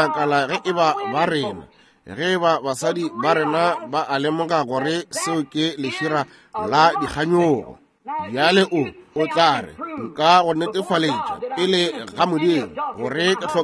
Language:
Northern Sotho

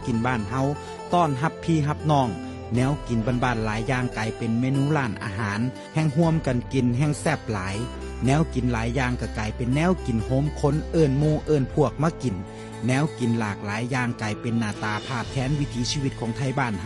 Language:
Northeastern Thai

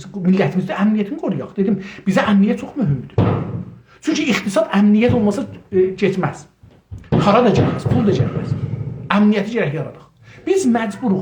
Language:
South Azerbaijani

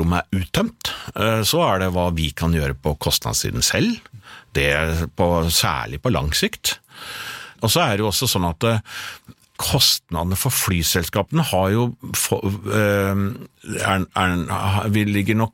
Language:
Norwegian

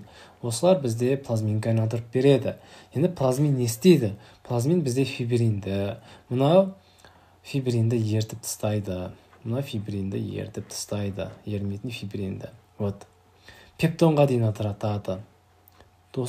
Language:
Kazakh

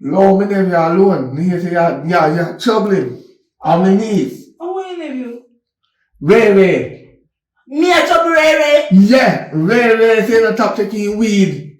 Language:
Jamaican Creole English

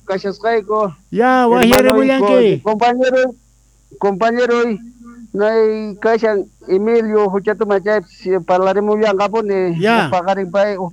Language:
South Bolivian Quechua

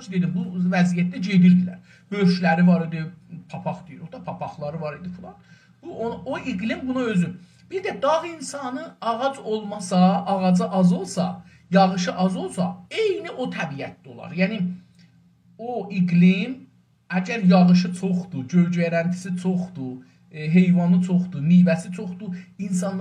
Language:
South Azerbaijani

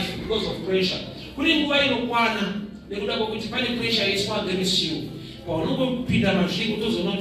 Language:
Shona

